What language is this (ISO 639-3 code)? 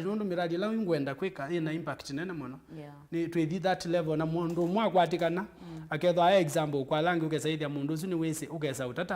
kam